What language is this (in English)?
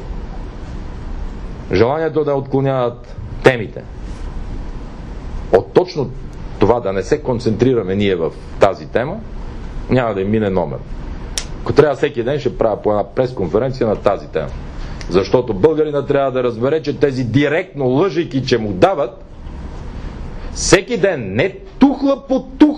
Bulgarian